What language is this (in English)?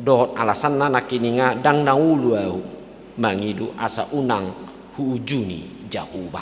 Batak Toba